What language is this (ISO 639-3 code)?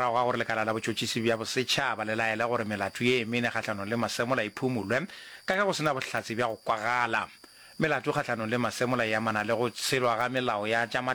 nso